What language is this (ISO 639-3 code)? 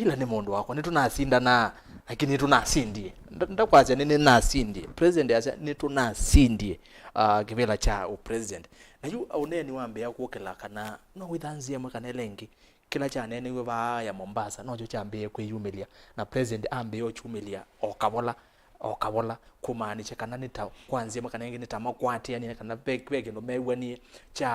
kam